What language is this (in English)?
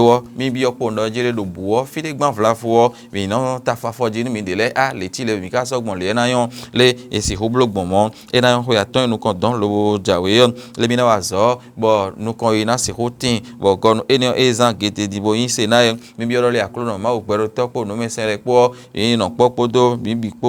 Fon